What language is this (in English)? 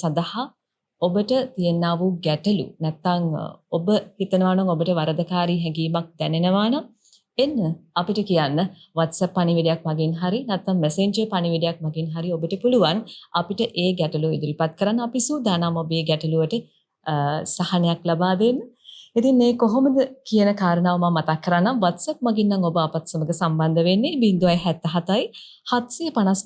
Sinhala